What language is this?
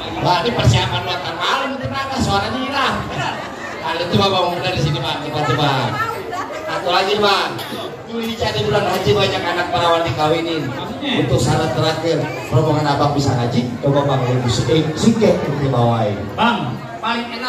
Betawi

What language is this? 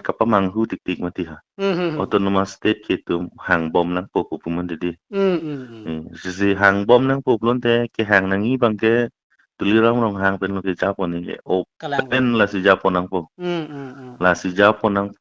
Karbi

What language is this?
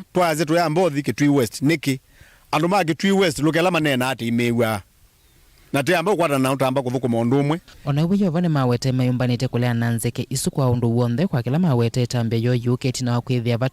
Kamba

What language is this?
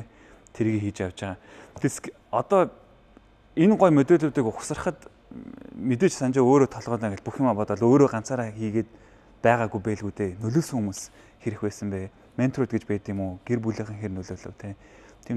Mongolian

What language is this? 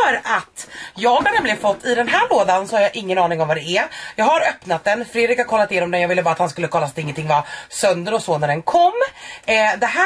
Swedish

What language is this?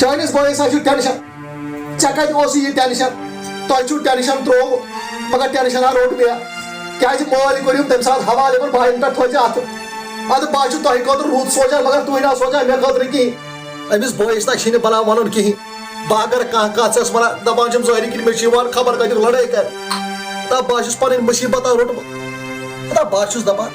Kashmiri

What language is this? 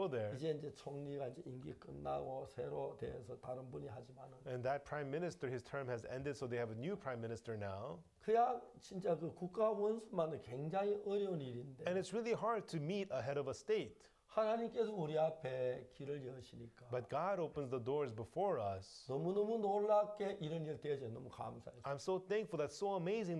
Korean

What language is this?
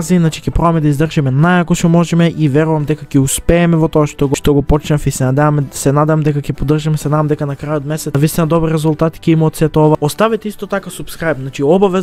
Macedonian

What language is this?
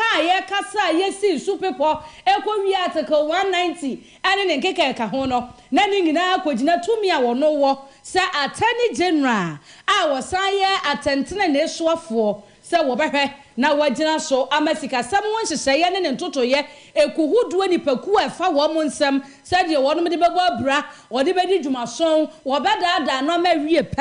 Akan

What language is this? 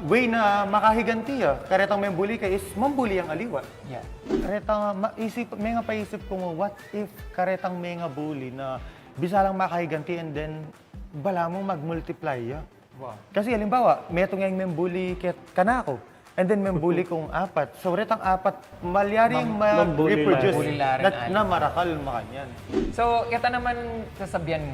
Pampanga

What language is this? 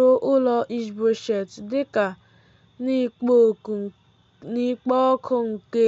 Igbo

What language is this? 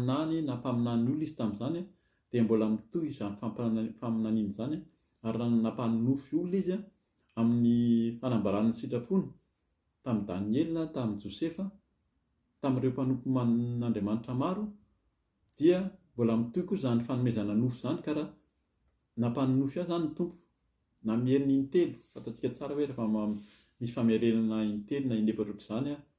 Malagasy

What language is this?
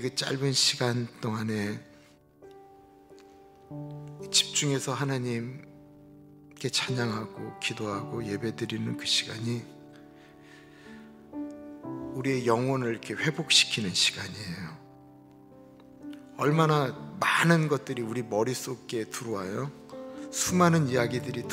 Korean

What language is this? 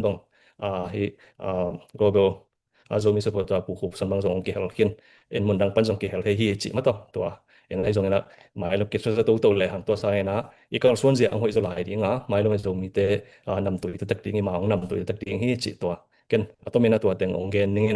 Tedim Chin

